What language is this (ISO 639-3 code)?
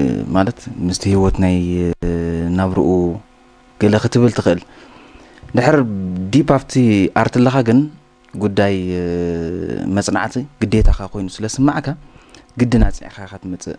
tir